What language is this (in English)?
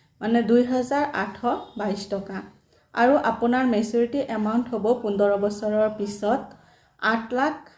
Assamese